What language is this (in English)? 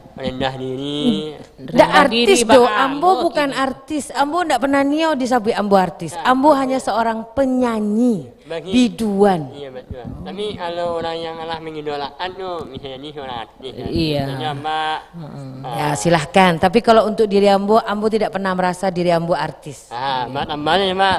Minangkabau